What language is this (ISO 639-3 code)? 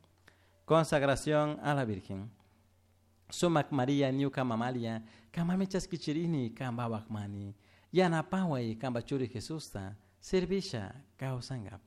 qug